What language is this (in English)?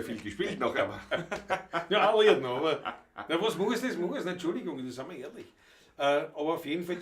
Bavarian